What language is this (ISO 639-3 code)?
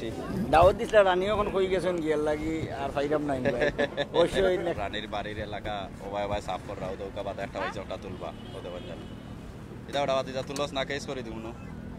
syl